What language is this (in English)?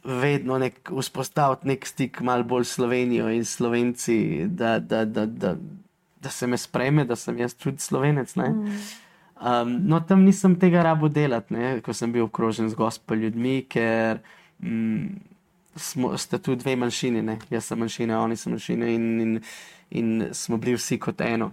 Slovenian